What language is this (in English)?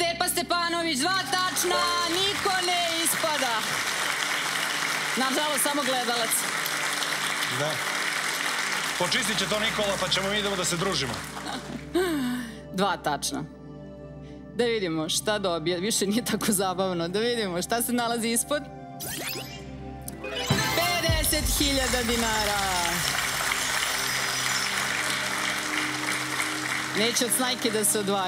Serbian